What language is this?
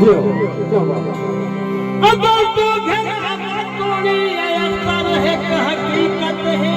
Saraiki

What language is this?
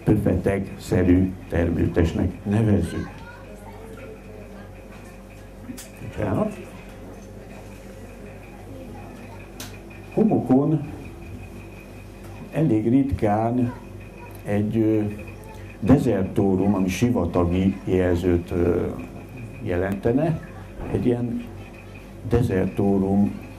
Hungarian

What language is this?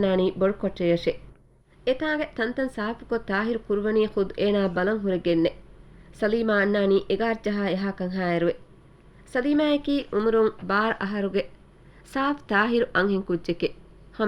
Divehi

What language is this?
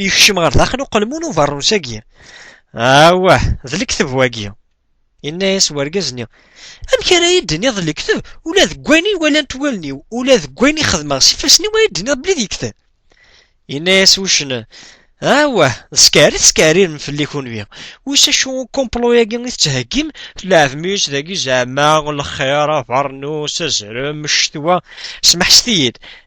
Kabyle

